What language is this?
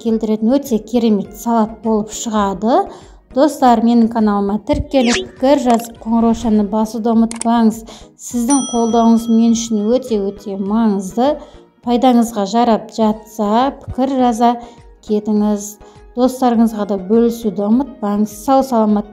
Kazakh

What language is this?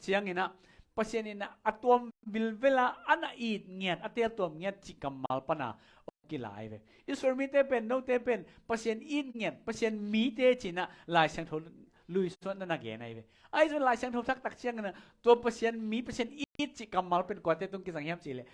Tedim Chin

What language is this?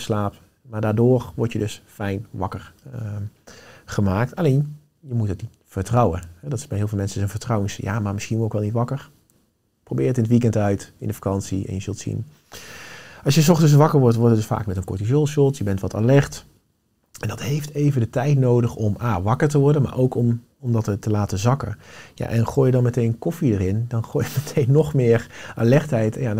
Dutch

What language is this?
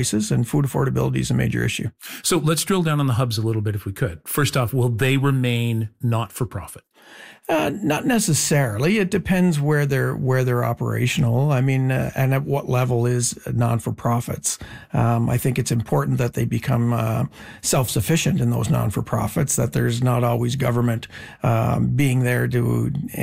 English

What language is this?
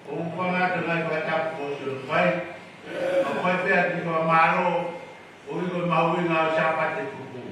Tongan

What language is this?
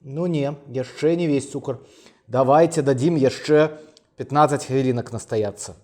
Belarusian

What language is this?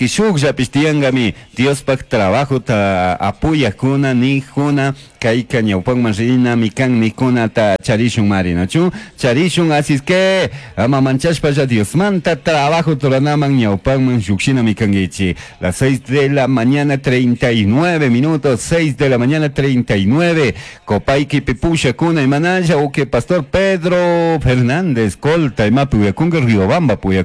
Chimborazo Highland Quichua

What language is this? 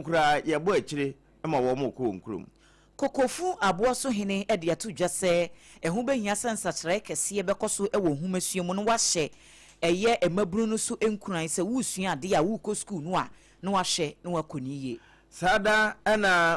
Akan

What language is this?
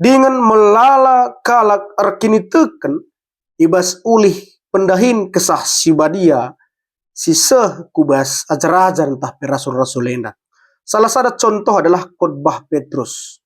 Batak Karo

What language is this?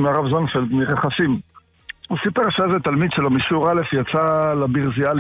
Hebrew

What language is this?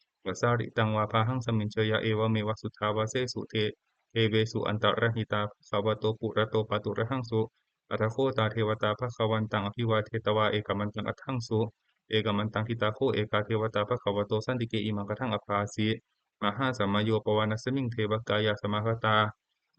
Pali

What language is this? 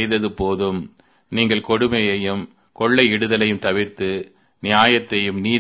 Tamil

